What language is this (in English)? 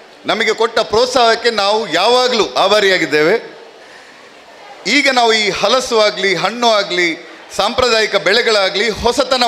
Kannada